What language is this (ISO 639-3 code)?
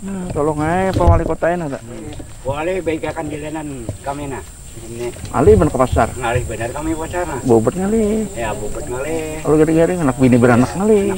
bjn